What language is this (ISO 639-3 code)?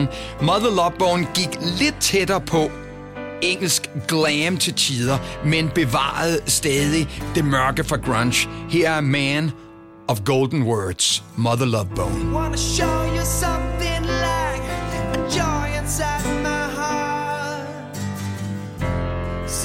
dan